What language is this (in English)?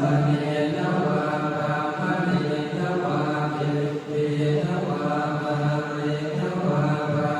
Pali